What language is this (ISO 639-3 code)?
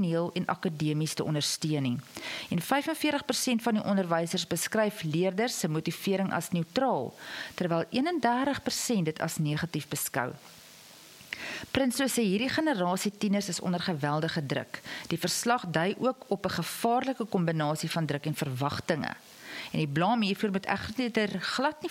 afr